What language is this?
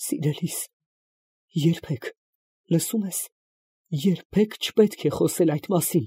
Armenian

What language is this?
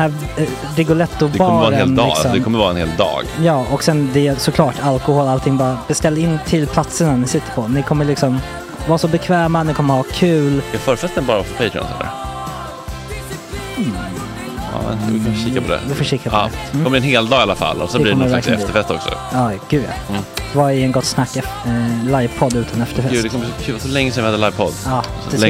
Swedish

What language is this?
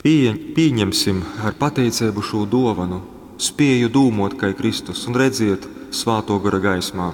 Latgalian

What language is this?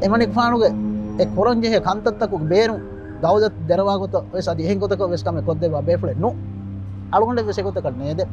Divehi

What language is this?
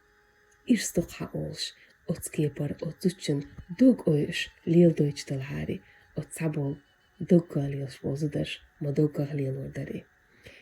Chechen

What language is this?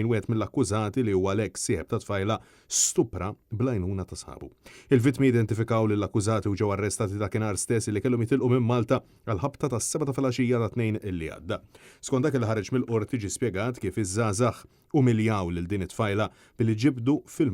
Maltese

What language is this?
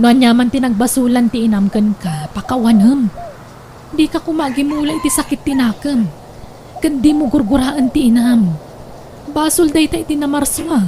Iloko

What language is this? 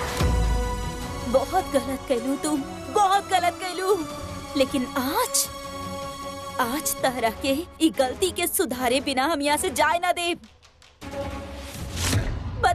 Bhojpuri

